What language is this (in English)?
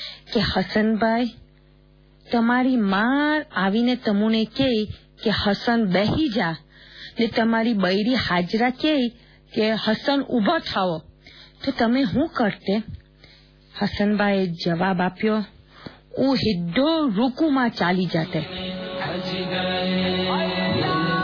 Gujarati